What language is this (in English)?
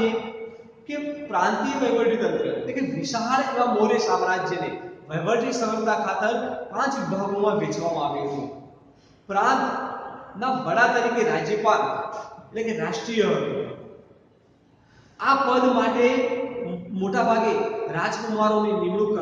Gujarati